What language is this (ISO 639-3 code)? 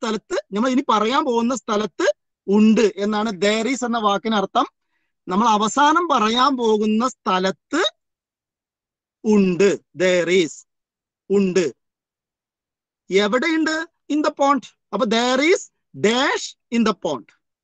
mal